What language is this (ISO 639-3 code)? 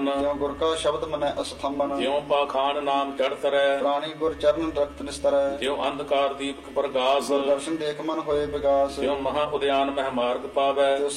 pan